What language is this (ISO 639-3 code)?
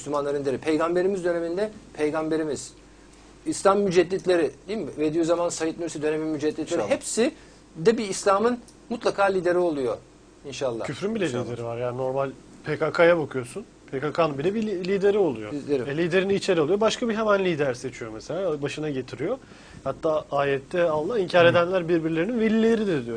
tur